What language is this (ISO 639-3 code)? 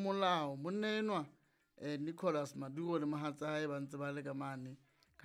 sot